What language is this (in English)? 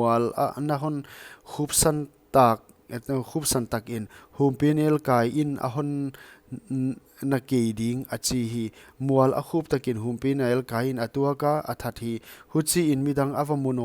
Paite Chin